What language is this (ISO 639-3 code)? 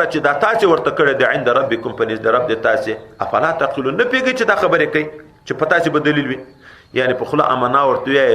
pus